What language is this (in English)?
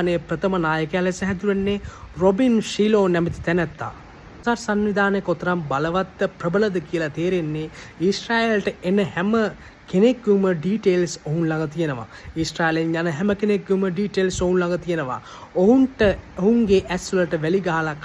Sinhala